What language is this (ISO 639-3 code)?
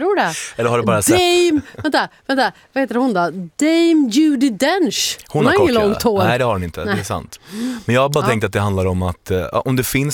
swe